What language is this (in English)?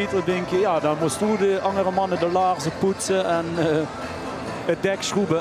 Limburgish